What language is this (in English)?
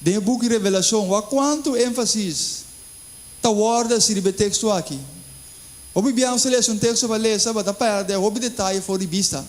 Papiamento